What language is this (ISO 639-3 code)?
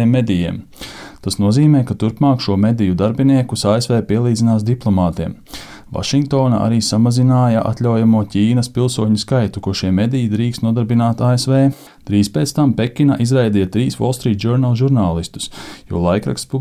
lav